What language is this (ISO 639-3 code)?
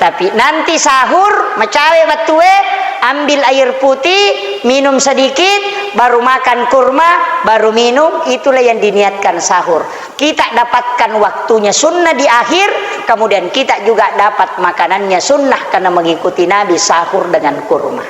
bug